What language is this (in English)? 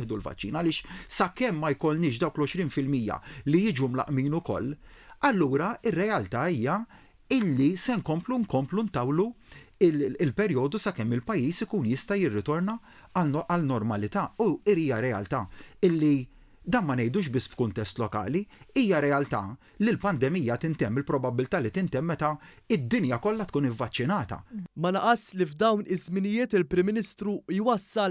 Maltese